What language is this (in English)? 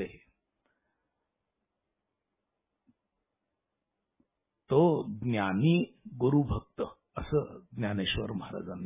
Marathi